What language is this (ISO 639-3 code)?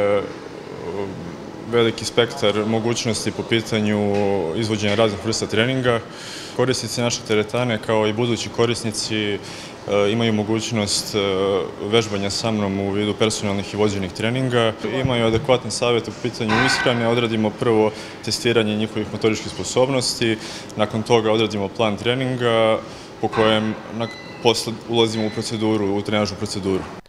srp